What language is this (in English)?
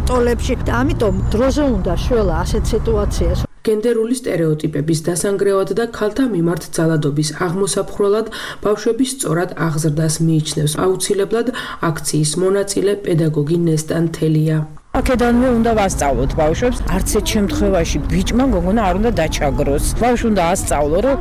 Georgian